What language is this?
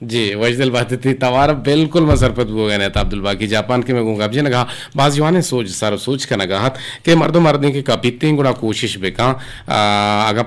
Eastern Balochi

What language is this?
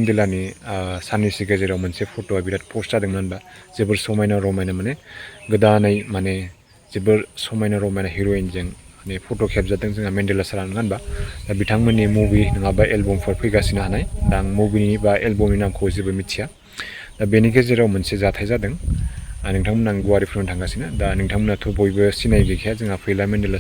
Bodo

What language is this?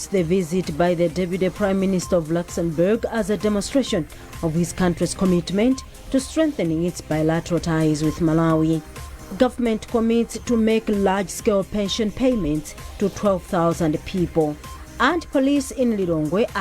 English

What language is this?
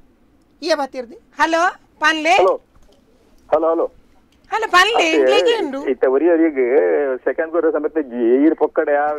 Tulu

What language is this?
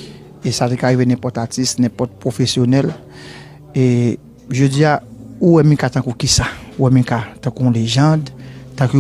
Haitian Creole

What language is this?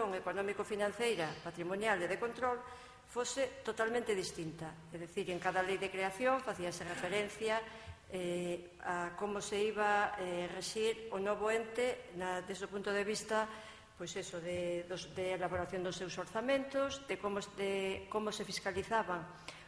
Galician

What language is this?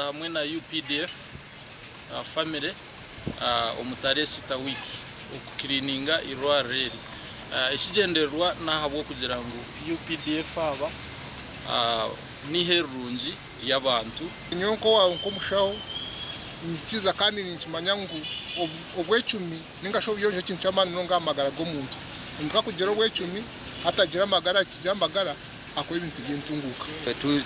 Nyankole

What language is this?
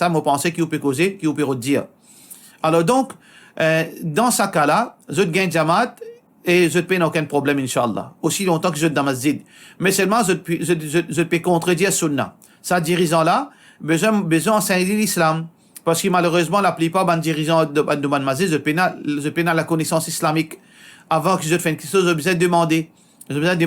Morisyen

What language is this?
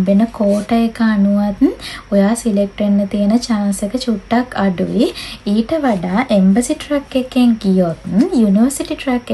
Sinhala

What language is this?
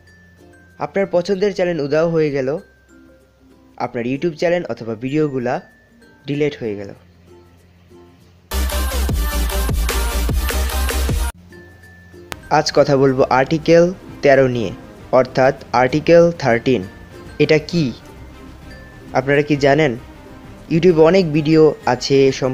Bangla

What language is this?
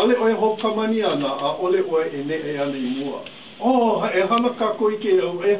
Hawaiian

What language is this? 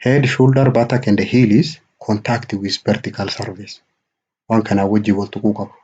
Oromo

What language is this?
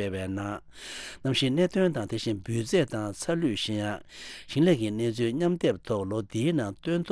Tibetan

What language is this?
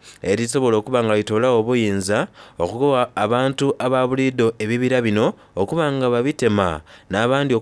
Soga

